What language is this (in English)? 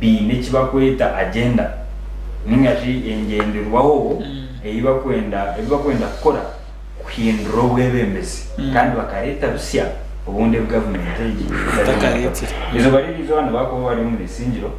Nyankole